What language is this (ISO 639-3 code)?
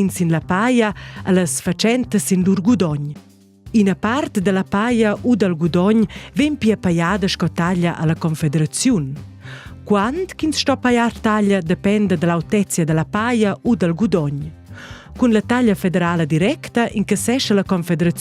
roh